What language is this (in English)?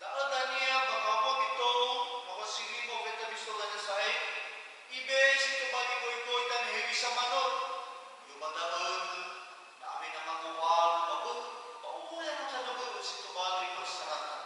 Nias